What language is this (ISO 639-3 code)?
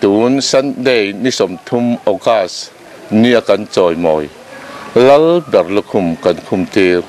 lus